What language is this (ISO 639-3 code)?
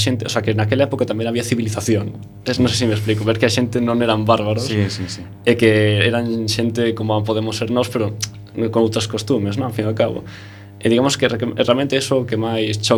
glg